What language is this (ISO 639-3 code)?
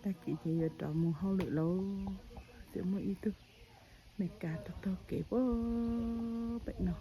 hmn